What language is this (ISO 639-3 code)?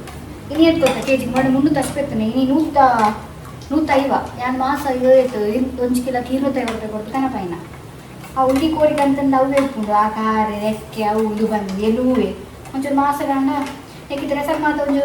tcy